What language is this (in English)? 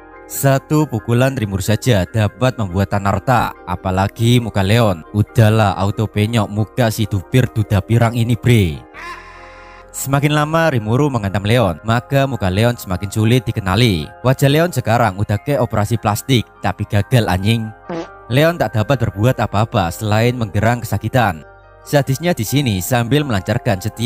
Indonesian